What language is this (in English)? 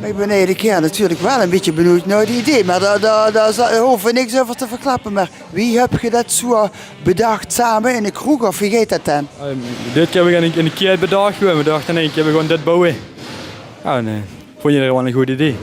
Limburgish